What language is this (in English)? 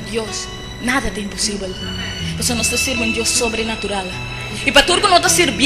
Papiamento